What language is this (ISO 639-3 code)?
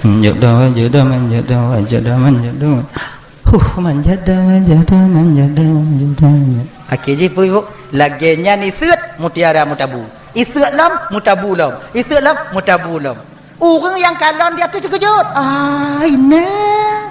ace